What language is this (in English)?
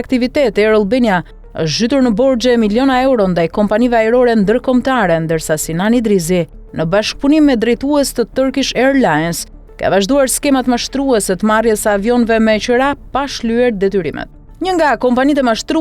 Albanian